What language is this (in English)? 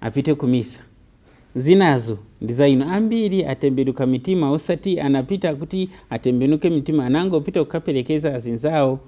Nyanja